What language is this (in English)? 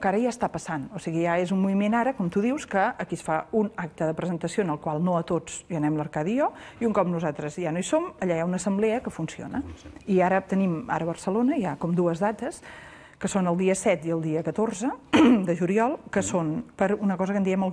Catalan